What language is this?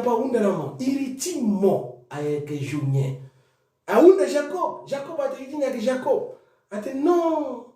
Sango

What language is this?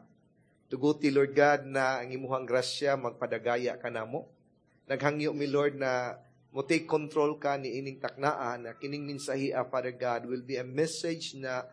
Cebuano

